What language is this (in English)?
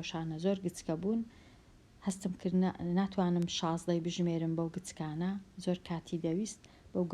Central Kurdish